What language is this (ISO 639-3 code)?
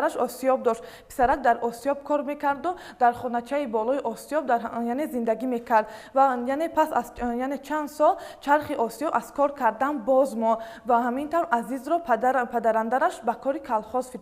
tgk